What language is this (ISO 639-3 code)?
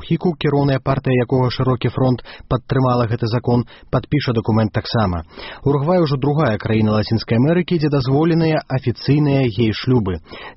bel